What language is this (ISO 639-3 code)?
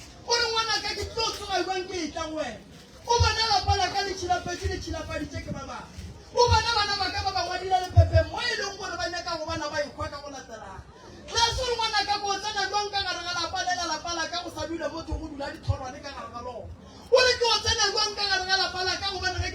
nso